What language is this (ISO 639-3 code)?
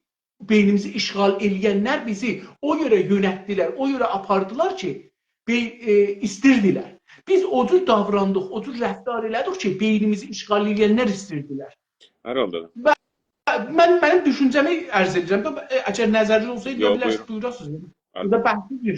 azb